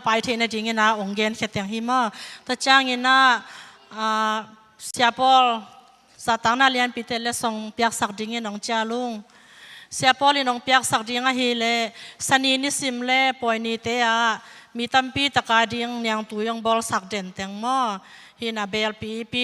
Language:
Tedim Chin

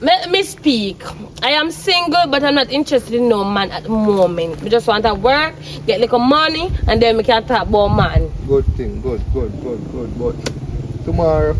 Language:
Jamaican Creole English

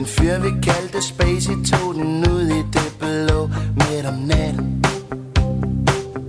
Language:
Danish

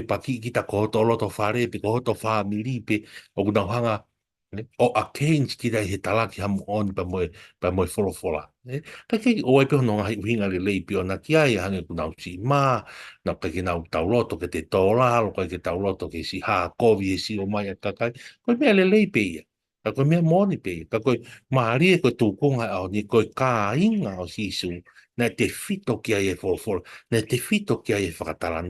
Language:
Tongan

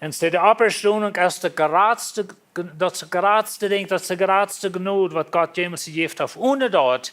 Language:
Plautdietsch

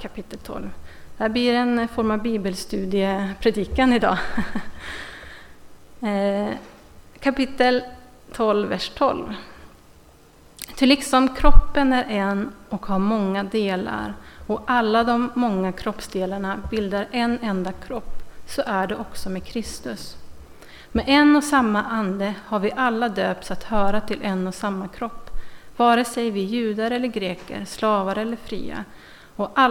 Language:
Swedish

